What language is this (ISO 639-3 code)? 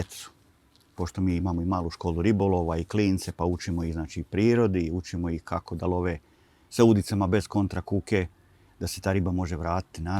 bos